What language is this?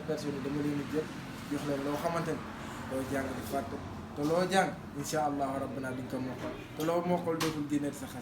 Wolof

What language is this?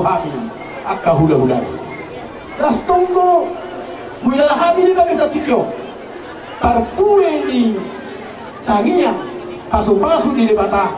Batak Toba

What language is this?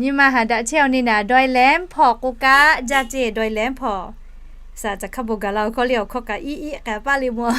Lahu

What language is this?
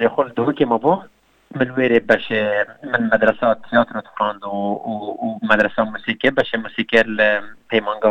Kurdish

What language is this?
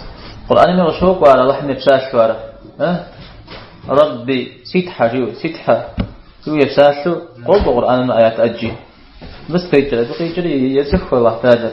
Kabardian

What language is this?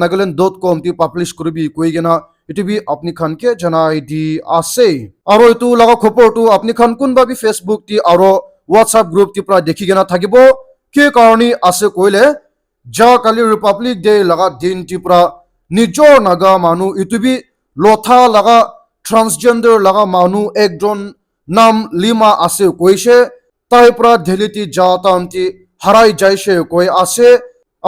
Naga Pidgin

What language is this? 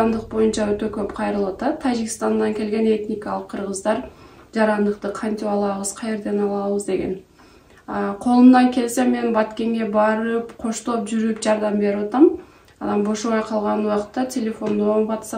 Kyrgyz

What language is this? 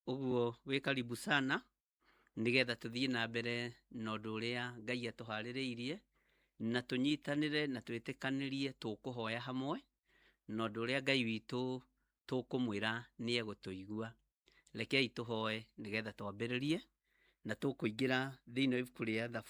Kikuyu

